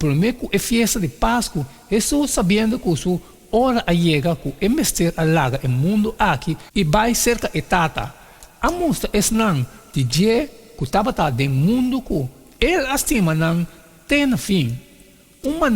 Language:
Papiamento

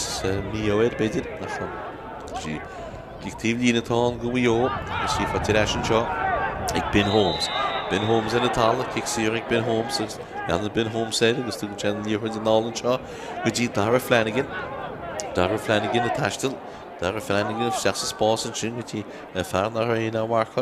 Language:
Irish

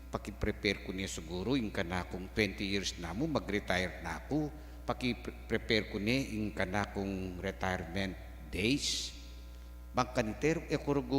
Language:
Pampanga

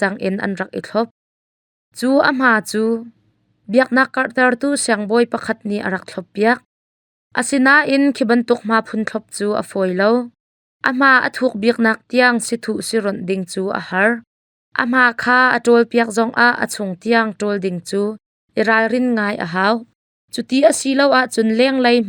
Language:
Hakha Chin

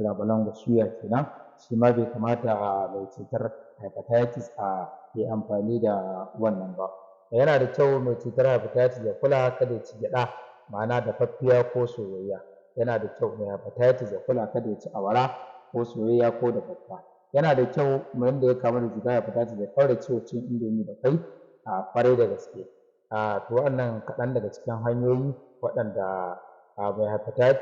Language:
Hausa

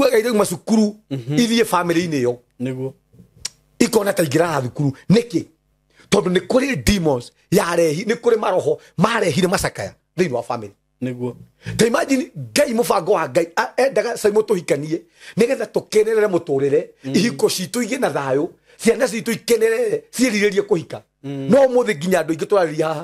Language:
Kikuyu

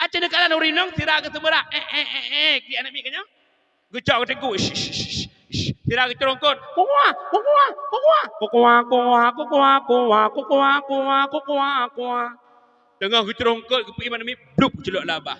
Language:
Achinese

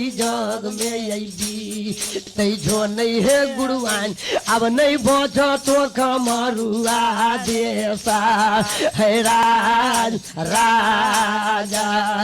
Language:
Maithili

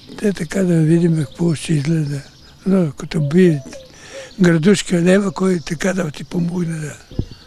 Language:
Bulgarian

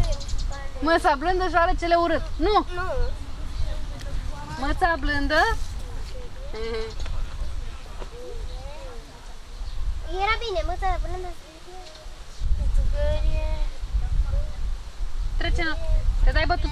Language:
Romanian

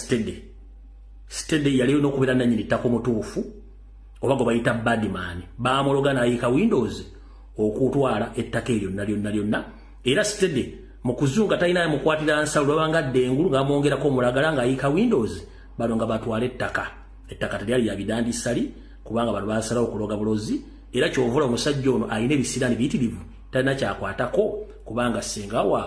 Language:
Ganda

